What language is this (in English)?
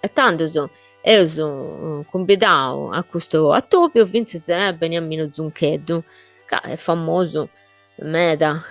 Sardinian